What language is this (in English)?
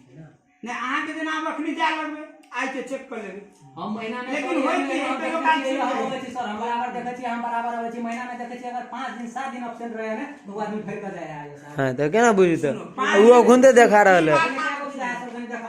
Maithili